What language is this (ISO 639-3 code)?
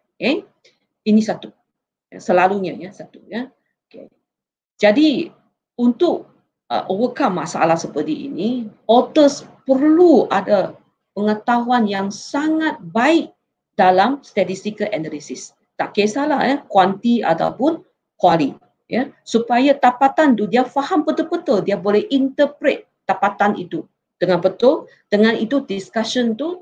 msa